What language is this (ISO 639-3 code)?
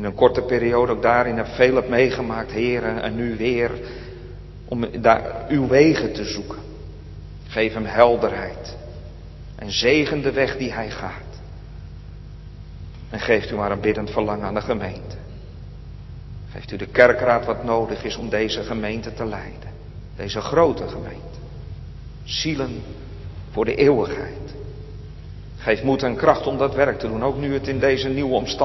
nld